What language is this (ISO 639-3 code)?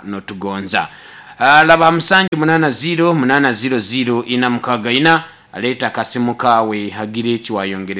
nyn